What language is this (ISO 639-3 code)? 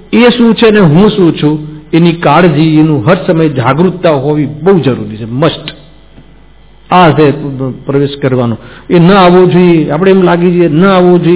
guj